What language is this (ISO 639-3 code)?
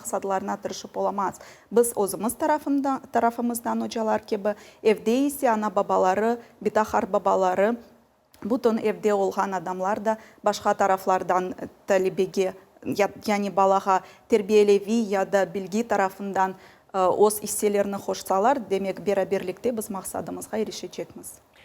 crh